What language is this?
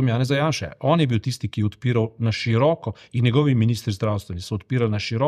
Slovenian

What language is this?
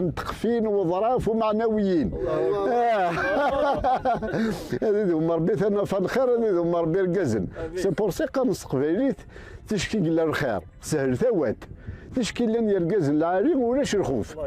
Kabyle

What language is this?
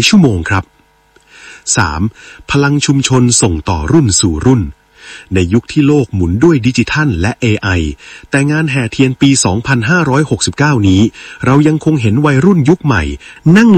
Thai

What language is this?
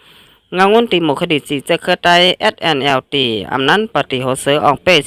Shan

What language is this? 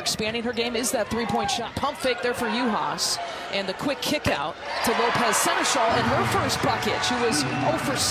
English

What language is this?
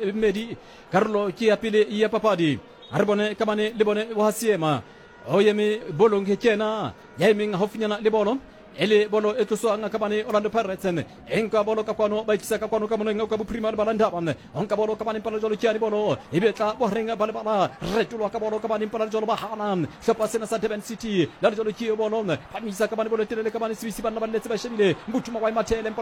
Southern Sotho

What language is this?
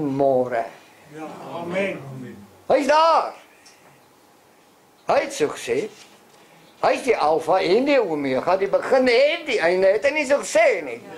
Afrikaans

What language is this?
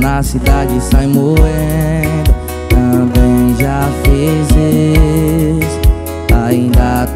Portuguese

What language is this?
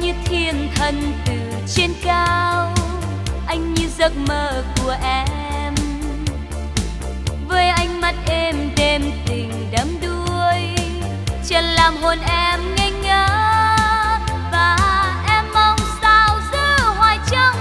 Vietnamese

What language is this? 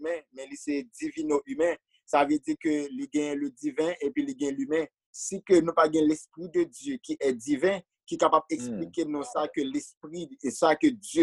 Haitian Creole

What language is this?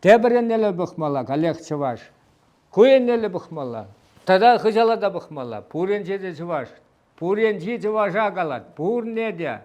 Chuvash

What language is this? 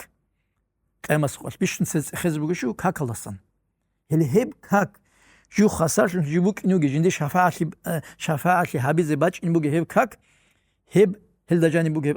Avaric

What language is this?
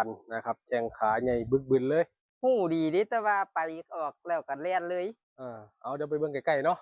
Northeastern Thai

